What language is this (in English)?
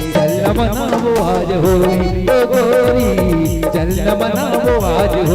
Chhattisgarhi